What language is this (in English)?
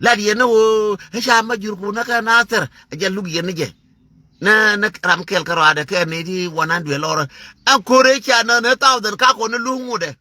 Nuer